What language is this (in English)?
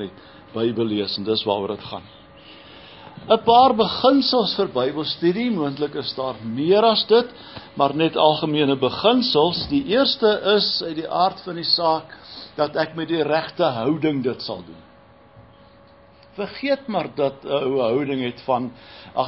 Afrikaans